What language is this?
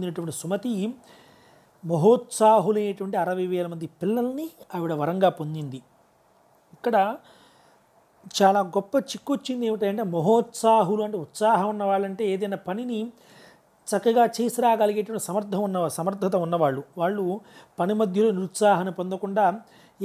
Telugu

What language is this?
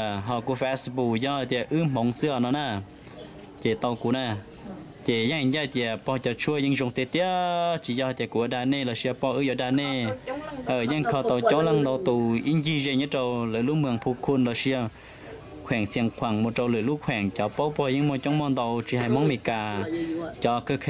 Vietnamese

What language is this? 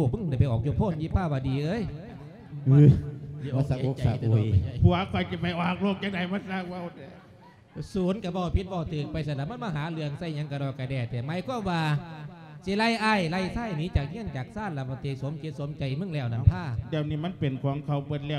Lao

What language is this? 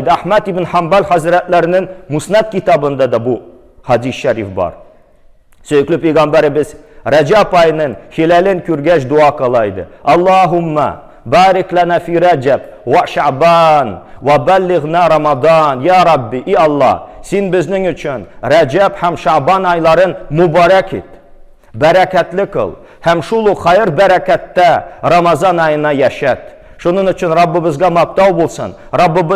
Tatar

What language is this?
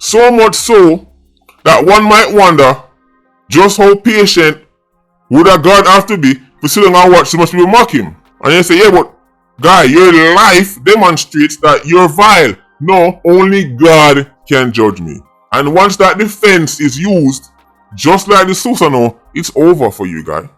Jamaican Creole English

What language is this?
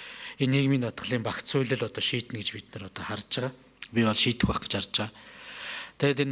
Mongolian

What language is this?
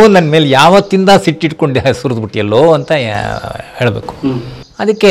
Kannada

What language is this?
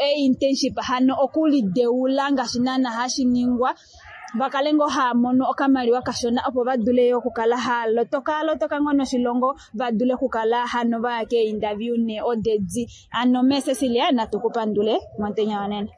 Kuanyama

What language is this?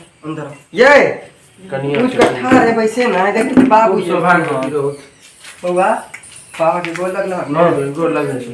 Maithili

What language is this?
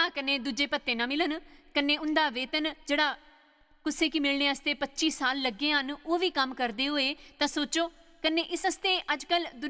Dogri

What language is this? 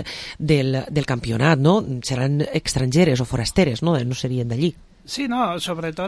Catalan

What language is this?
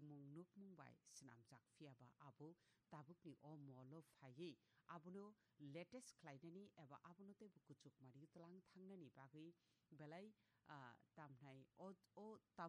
Kok Borok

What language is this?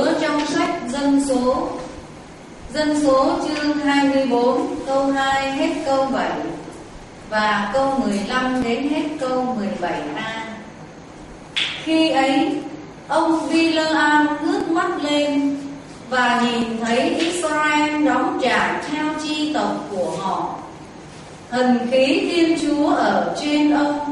Vietnamese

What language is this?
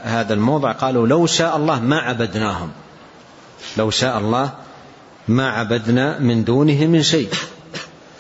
Arabic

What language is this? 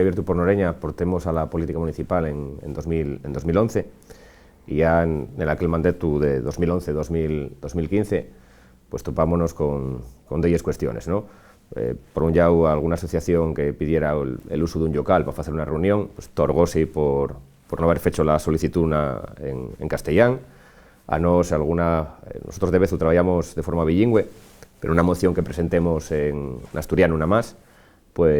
Asturian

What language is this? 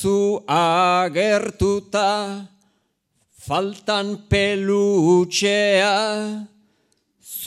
Basque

